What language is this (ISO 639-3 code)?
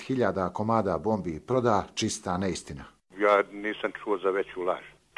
hrv